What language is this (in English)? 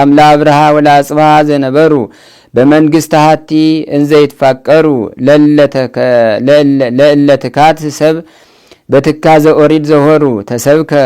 Amharic